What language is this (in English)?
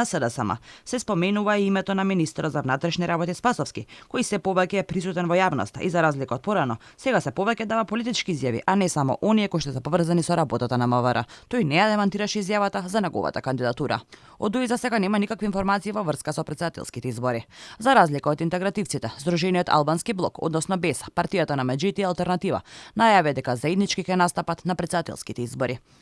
Macedonian